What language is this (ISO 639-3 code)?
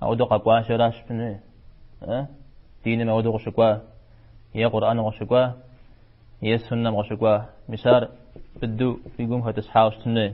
kbd